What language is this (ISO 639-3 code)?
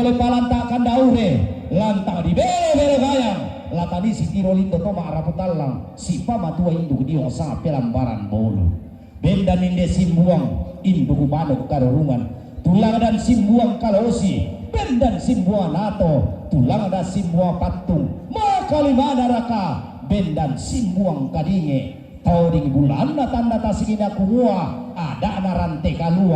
sda